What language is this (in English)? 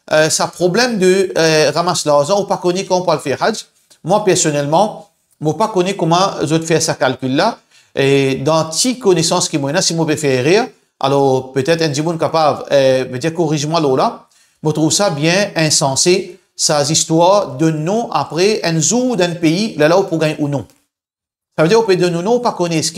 Morisyen